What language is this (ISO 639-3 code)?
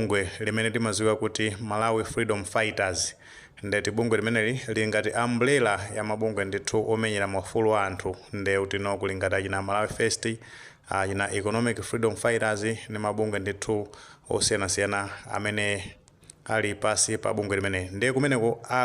nya